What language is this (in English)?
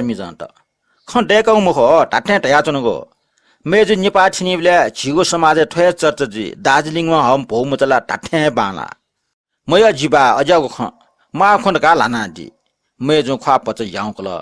Newari